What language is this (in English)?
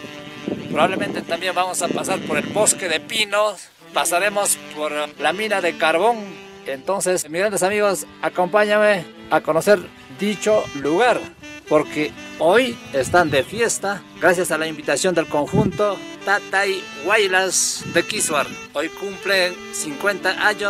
Spanish